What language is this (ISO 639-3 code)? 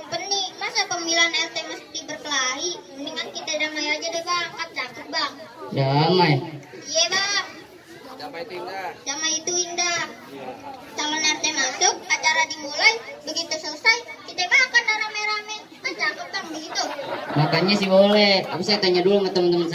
bew